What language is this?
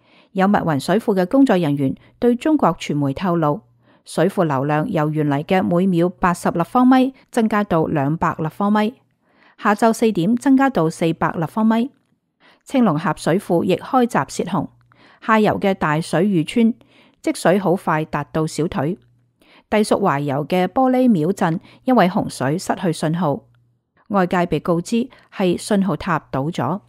Cantonese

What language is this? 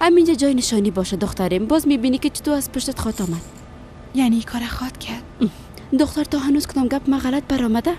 Persian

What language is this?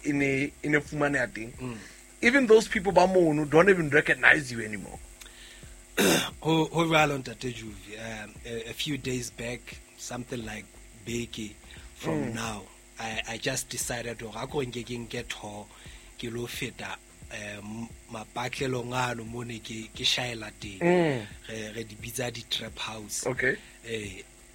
Southern Sotho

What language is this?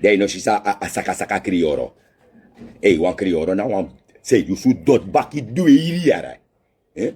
Sranan Tongo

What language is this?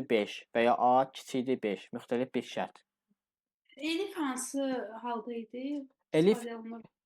Azerbaijani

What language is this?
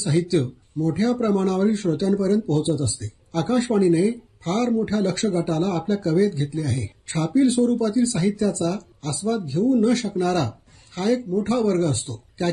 Marathi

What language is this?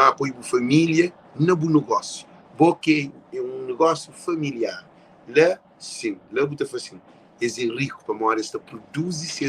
Kabuverdianu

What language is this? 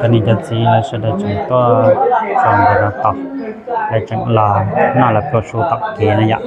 Hmong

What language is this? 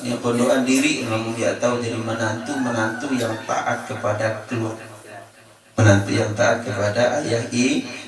Sasak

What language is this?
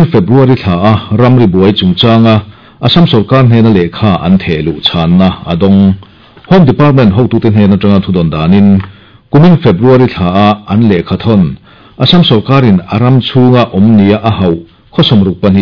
Mizo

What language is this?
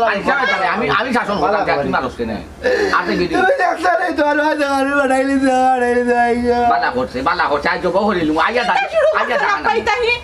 Sylheti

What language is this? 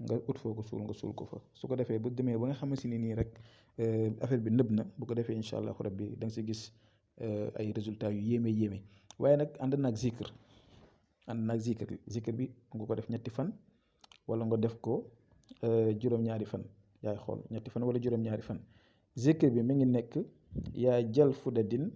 Wolof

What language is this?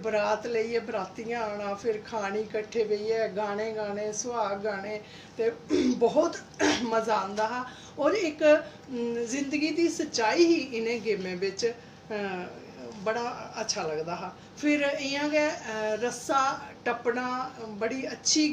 Dogri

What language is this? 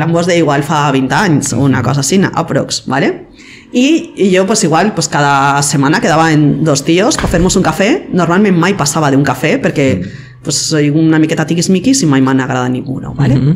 Catalan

